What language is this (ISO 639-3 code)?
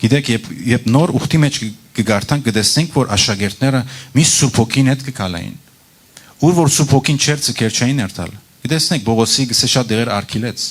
hyw